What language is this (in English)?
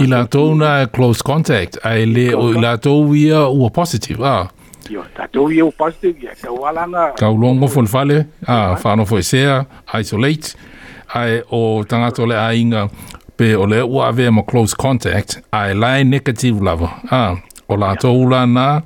Samoan